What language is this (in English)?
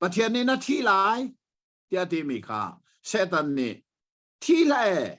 Hakha Chin